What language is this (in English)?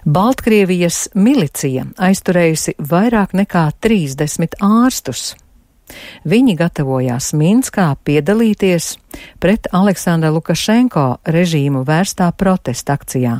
Latvian